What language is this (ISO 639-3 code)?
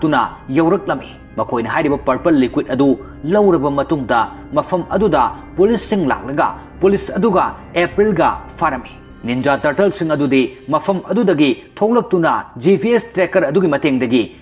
mni